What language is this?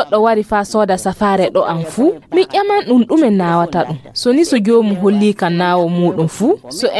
Fula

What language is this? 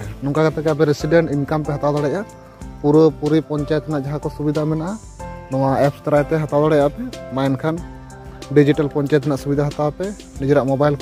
Santali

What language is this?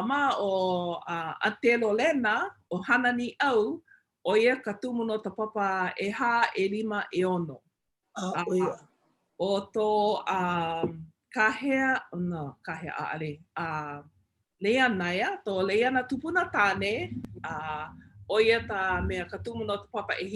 Hawaiian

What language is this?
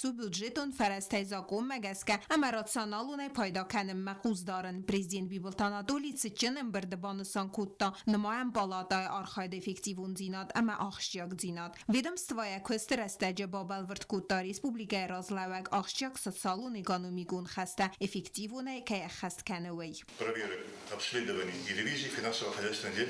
Ossetic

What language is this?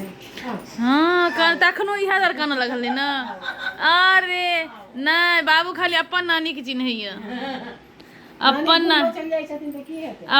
Maithili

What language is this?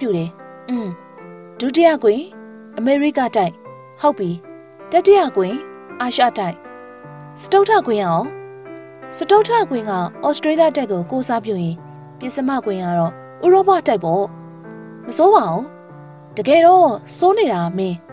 Burmese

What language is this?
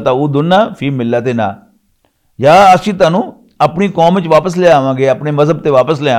Western Panjabi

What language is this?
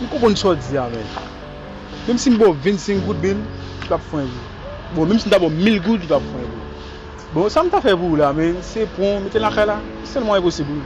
Haitian Creole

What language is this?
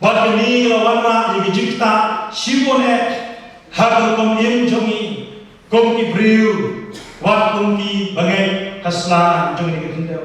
Khasi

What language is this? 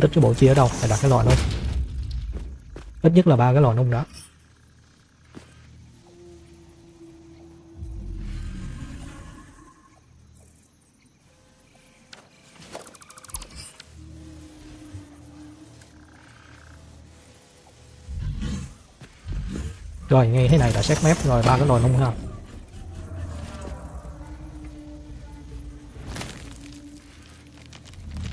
Vietnamese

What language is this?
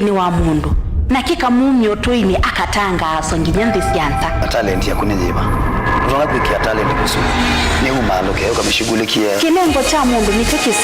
Kamba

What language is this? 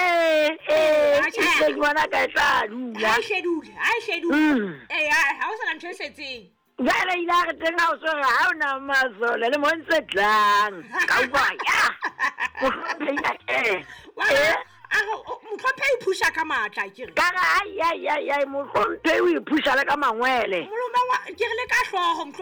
Southern Sotho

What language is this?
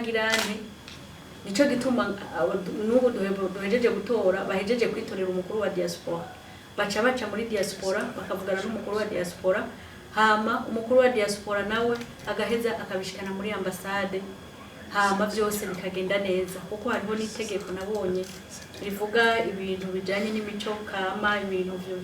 Rundi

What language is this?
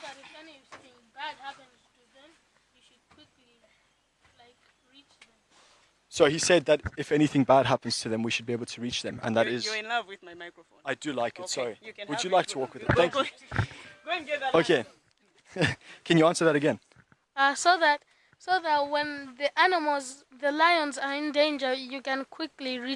Nyanja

